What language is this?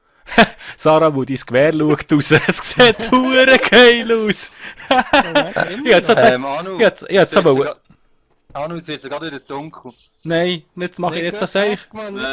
Swiss German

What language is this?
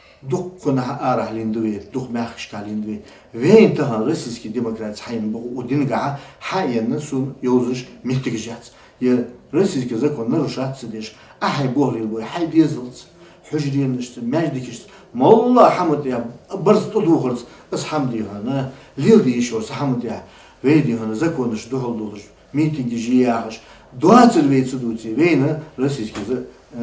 Ingush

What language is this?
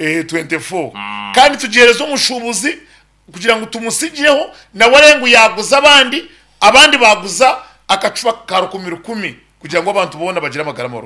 Nyankole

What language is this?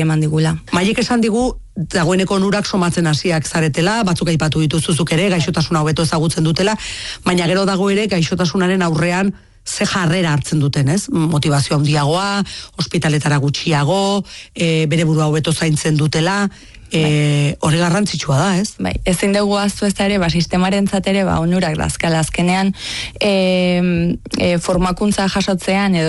Basque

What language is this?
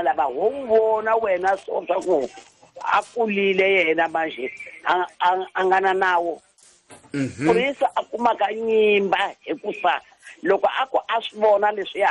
Tsonga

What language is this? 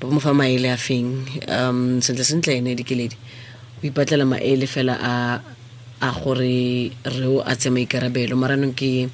Tswana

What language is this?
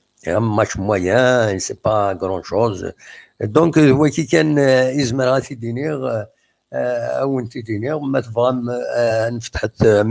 Kabyle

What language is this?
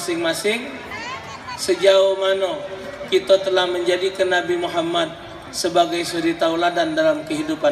Musi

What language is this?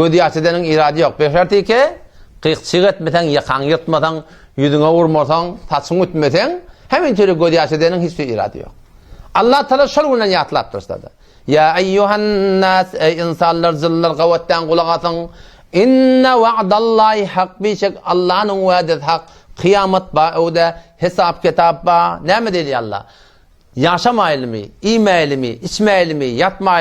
Turkmen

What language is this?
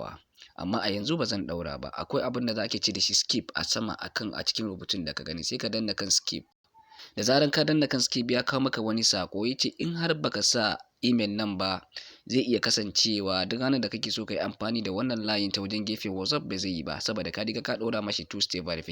Hausa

